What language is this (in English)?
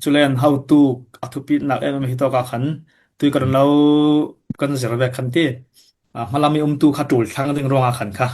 Falam Chin